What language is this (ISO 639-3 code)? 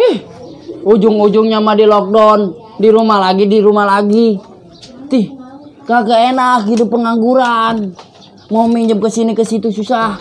bew